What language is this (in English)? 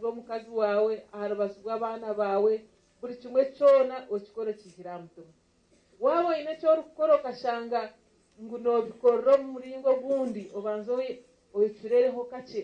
Nyankole